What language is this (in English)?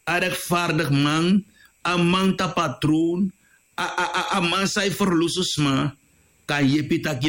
Sranan Tongo